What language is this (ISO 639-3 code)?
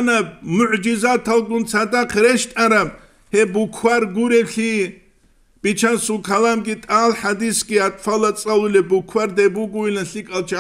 ava